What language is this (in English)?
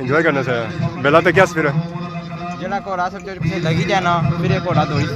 Pahari-Potwari